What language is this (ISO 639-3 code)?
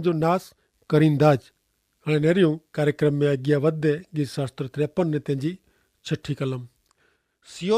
kfr